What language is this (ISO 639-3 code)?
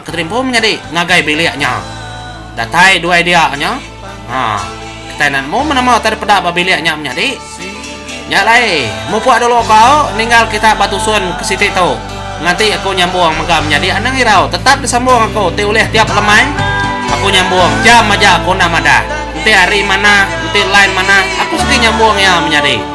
iba